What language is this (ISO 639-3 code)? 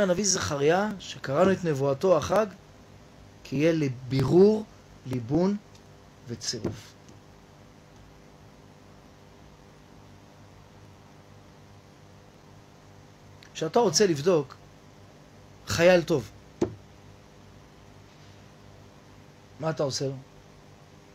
heb